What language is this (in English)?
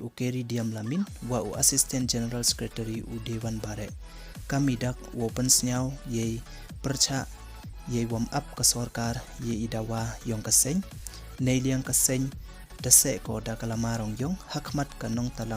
Pnar